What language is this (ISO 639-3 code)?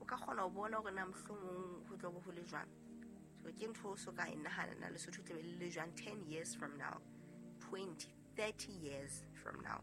sot